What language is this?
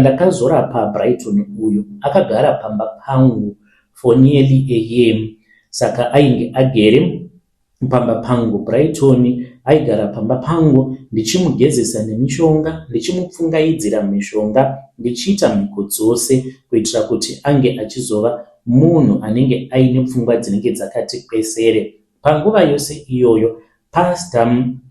Shona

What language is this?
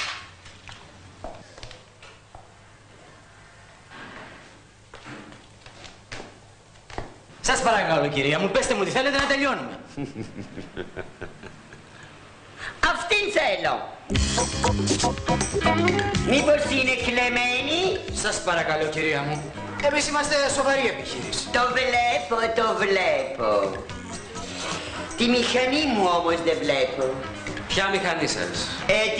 Greek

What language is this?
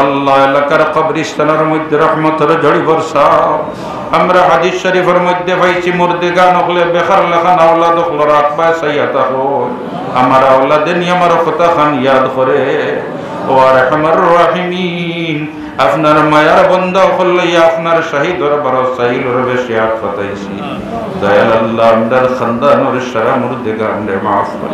Sylheti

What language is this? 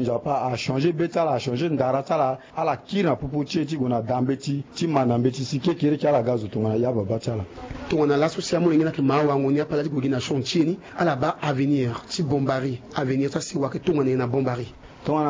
Sango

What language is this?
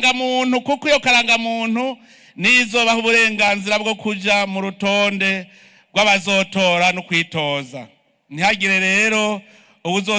Rundi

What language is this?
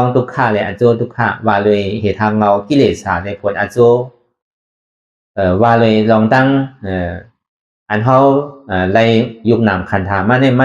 Shan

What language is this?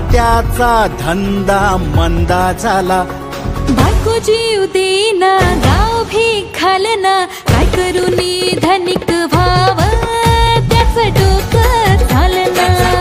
Marathi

